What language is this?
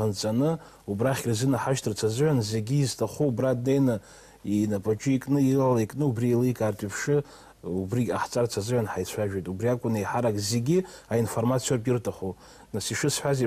Abkhazian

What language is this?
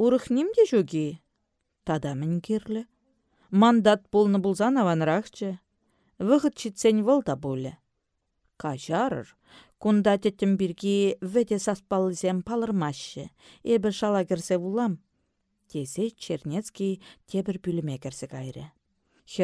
Chuvash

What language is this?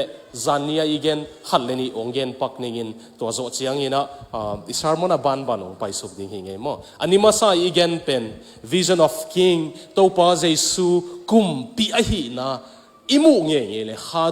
Tedim Chin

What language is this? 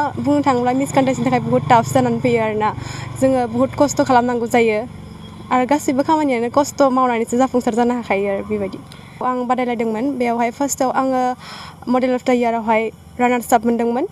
Bodo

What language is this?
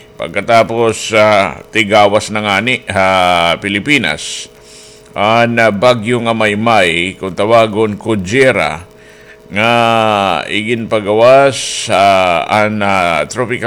Waray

